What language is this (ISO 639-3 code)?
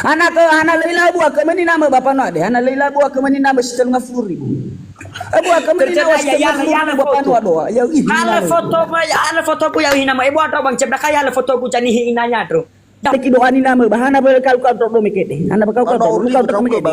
nia